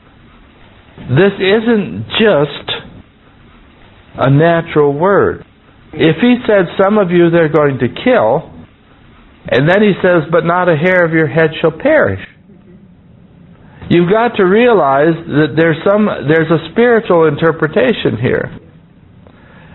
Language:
English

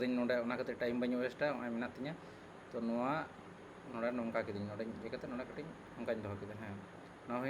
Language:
Santali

